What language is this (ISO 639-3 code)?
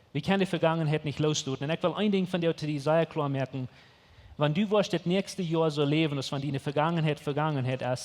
pdt